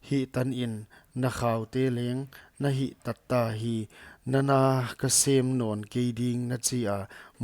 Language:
Paite Chin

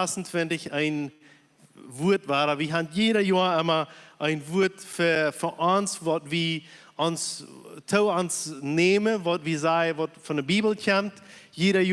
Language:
Plautdietsch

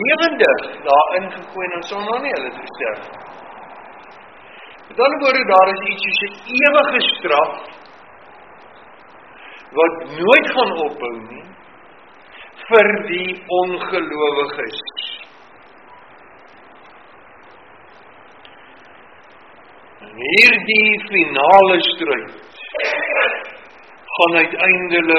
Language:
Afrikaans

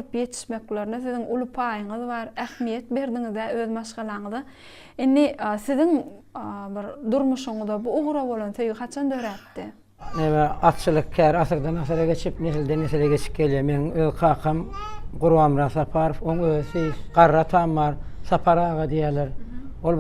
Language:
Turkmen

